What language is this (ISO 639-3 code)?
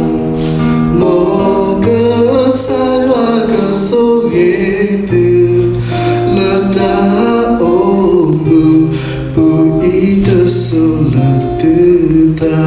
ksw